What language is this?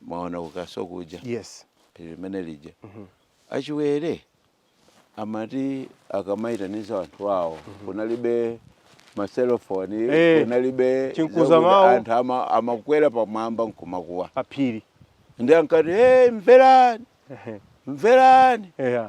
Nyanja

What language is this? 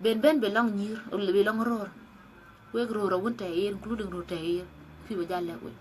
Dinka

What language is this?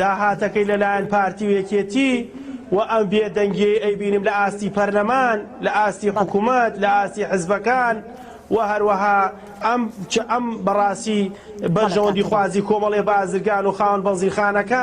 Central Kurdish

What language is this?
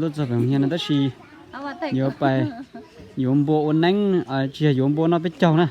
Hmong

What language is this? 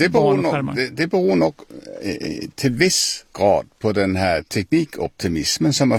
Swedish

